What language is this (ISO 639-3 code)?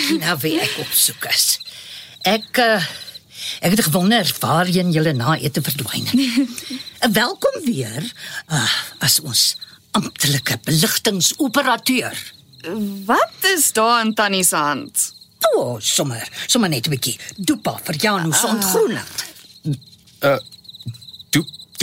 afr